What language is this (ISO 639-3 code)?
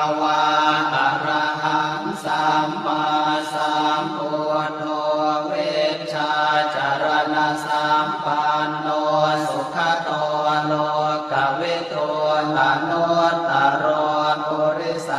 pli